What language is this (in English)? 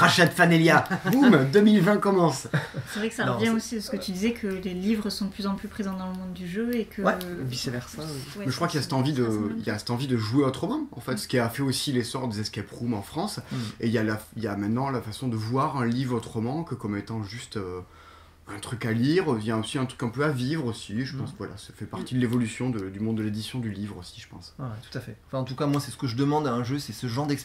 French